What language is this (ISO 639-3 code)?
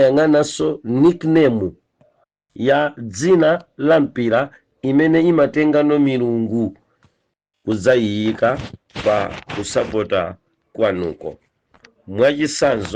nya